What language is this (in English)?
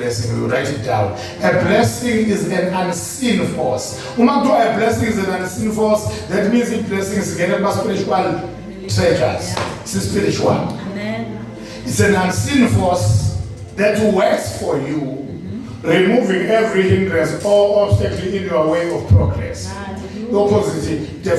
Zulu